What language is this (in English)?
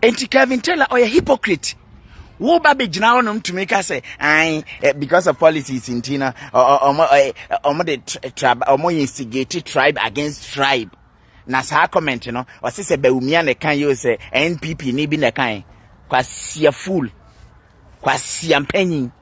Akan